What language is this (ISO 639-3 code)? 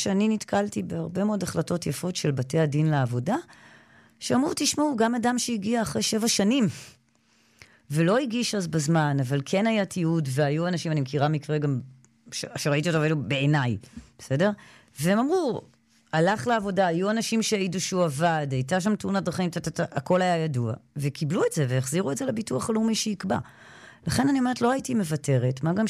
heb